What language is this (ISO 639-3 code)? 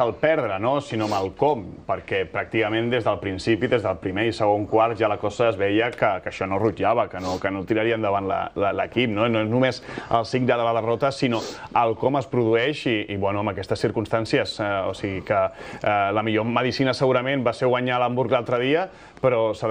cat